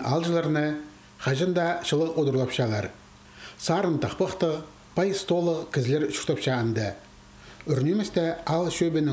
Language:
Khakas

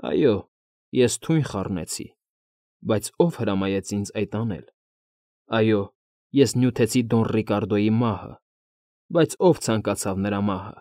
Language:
Armenian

